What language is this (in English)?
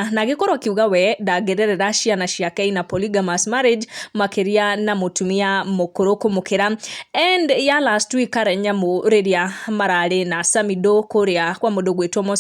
Kikuyu